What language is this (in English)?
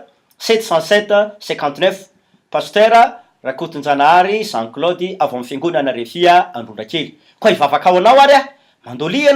Malagasy